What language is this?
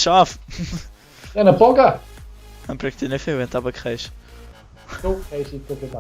Swiss German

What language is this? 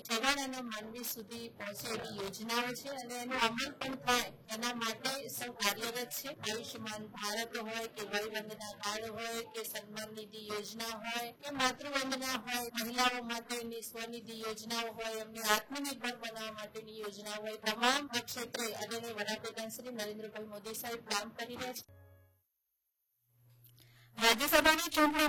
Gujarati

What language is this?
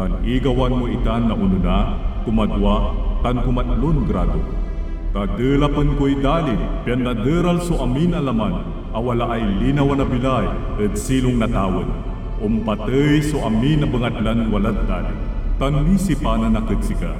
Pangasinan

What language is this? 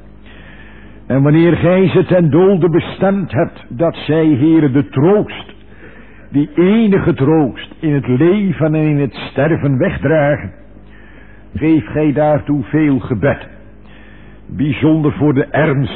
Dutch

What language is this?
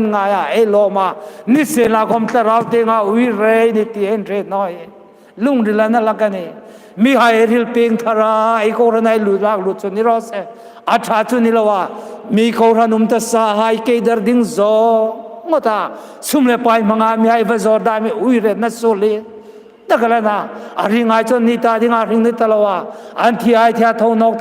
Hmar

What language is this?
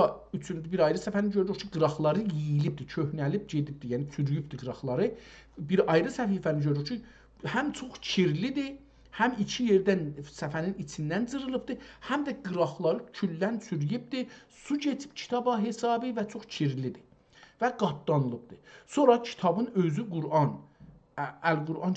South Azerbaijani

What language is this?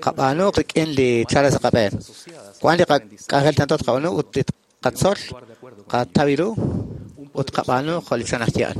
Kekchí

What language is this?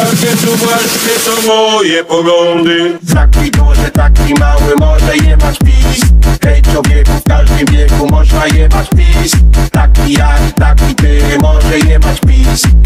Polish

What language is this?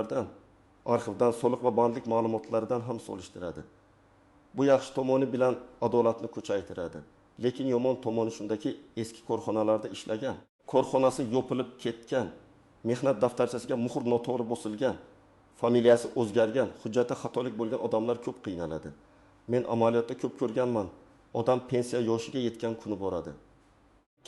Uzbek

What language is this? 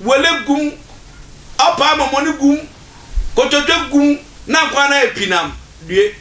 Akan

